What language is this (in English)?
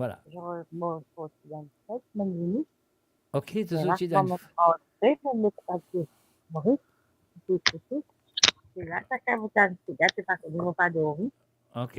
Morisyen